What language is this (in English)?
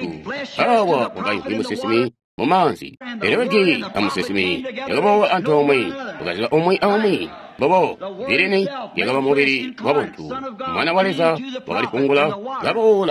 Tonga (Zambia)